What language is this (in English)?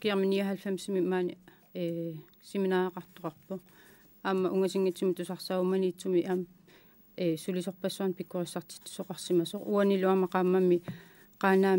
Kalaallisut